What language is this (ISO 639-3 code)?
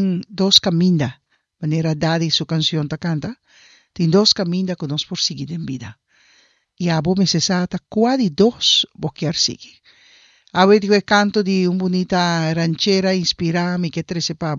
pap